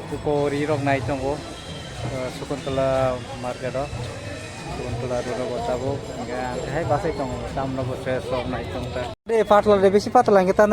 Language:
Kok Borok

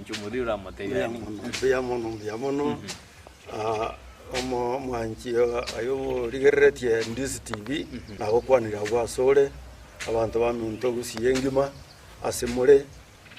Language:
Gusii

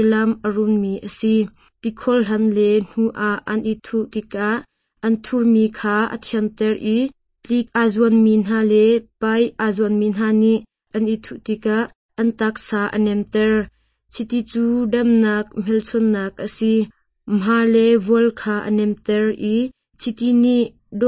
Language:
Hakha Chin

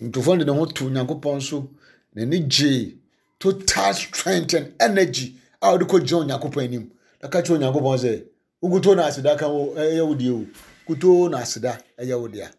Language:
Akan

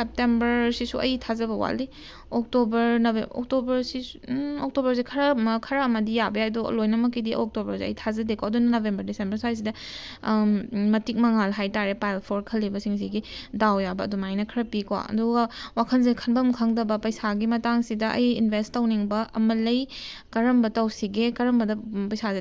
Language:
Manipuri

